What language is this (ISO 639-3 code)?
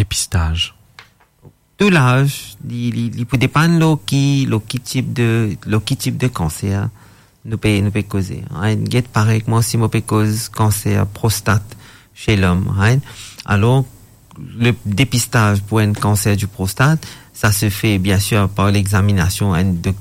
fra